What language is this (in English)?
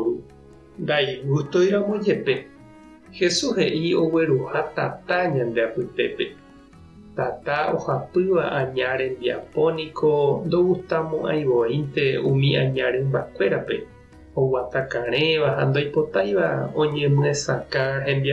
Guarani